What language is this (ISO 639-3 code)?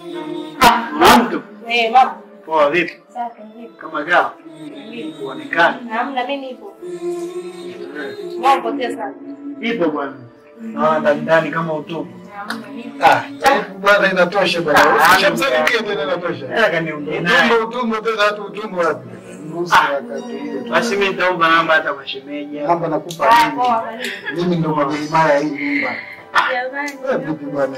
swa